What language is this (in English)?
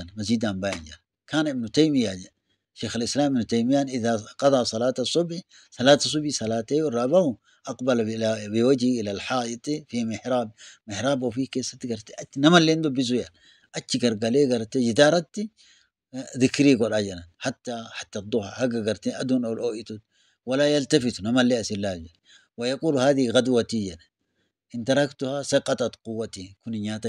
Oromo